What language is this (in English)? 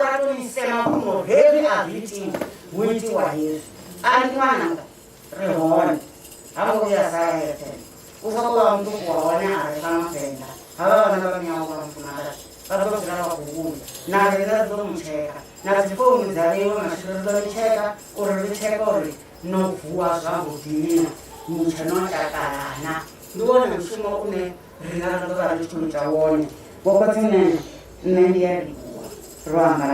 Venda